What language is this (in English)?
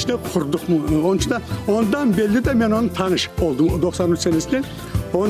Crimean Tatar